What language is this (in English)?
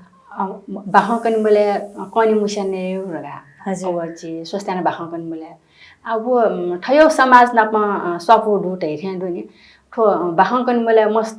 Newari